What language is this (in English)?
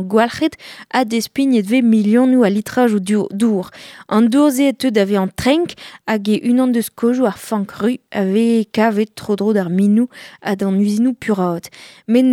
Breton